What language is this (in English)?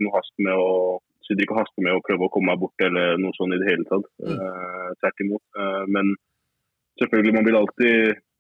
Norwegian